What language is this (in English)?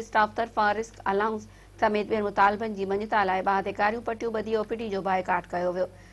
Sindhi